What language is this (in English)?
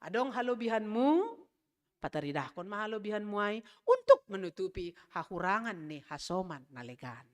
Batak Simalungun